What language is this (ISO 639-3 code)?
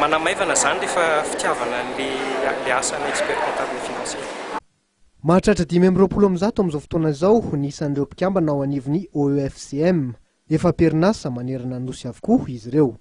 mlg